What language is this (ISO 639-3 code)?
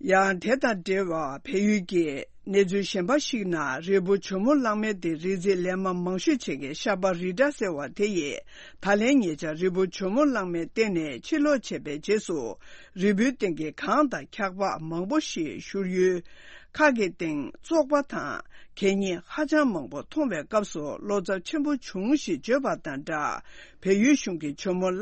bod